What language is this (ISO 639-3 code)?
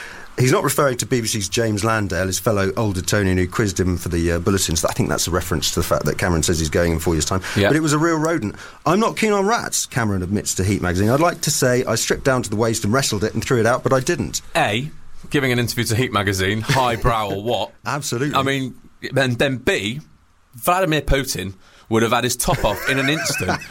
eng